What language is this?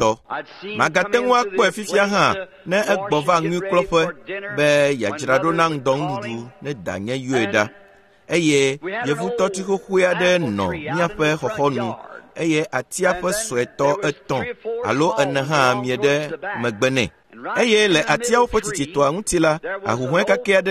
Ewe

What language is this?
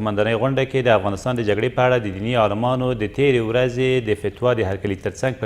Pashto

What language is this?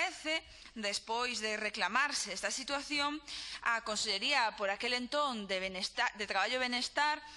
Galician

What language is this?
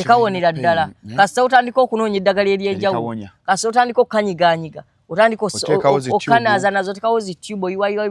Ganda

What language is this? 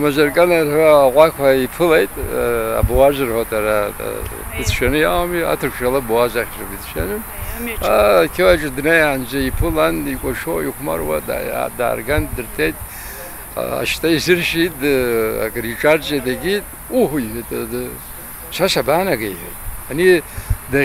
Abkhazian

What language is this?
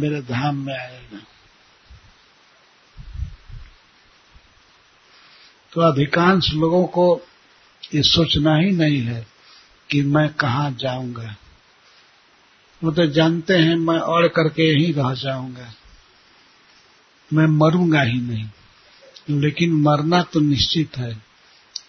Hindi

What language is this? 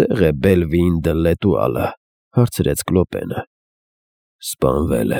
Armenian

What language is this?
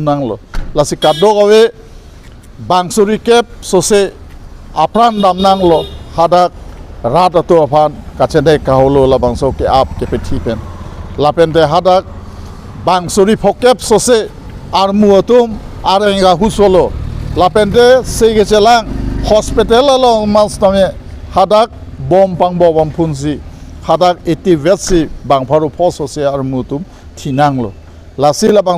Karbi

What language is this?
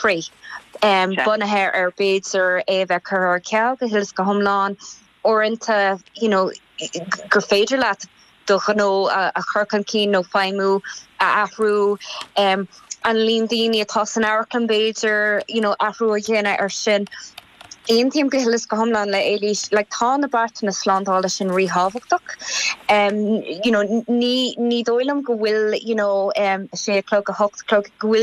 Irish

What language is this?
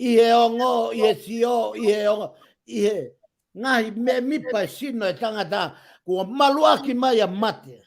Tongan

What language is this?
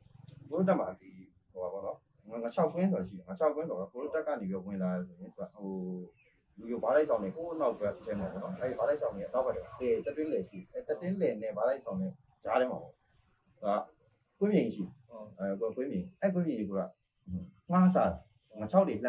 Burmese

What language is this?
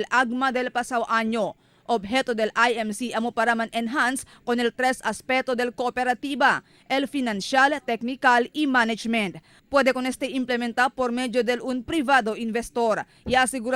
Chavacano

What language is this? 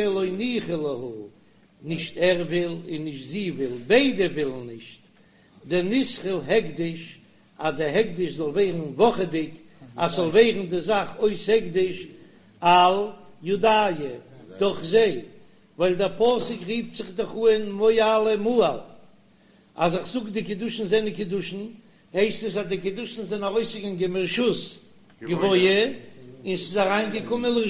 Yiddish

